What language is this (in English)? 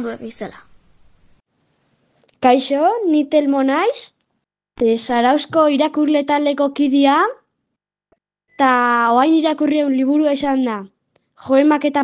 Basque